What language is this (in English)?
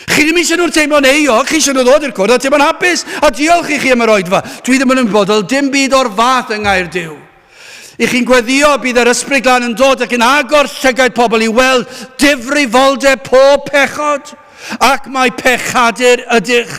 Welsh